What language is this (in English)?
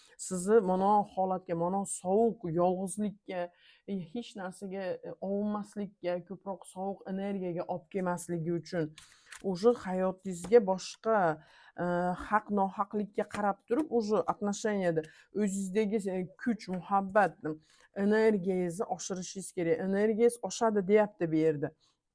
Uzbek